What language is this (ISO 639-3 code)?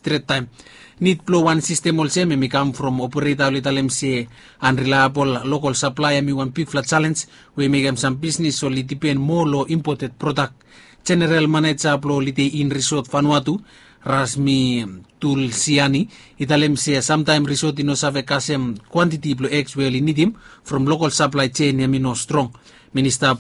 bis